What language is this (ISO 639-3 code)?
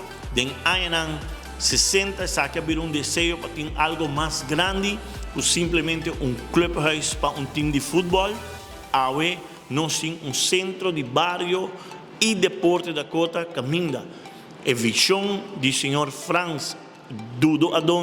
pap